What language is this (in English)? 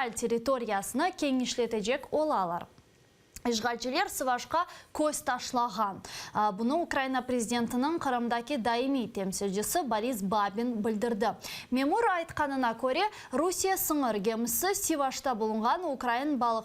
Crimean Tatar